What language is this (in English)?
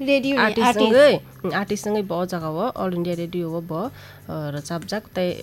Kok Borok